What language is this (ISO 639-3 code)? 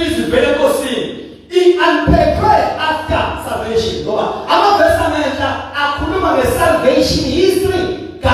zul